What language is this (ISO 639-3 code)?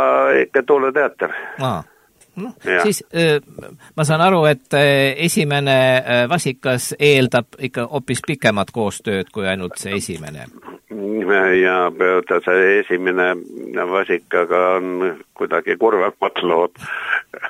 est